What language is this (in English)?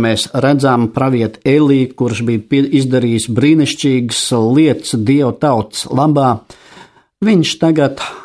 Latvian